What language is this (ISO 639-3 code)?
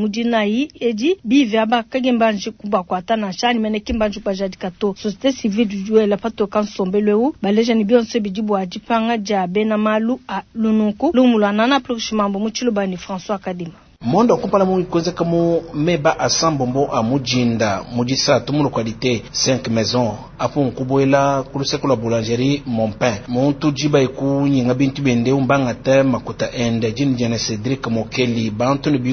lua